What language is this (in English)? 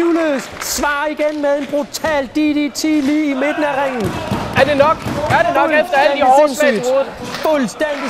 Danish